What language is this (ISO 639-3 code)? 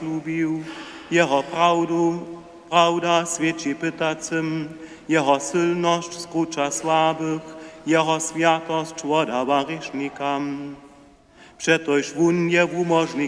hsb